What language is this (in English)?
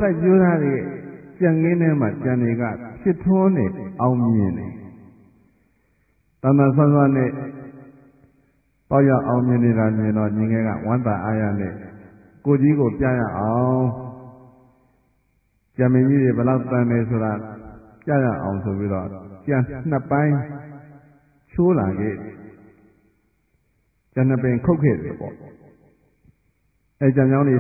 Burmese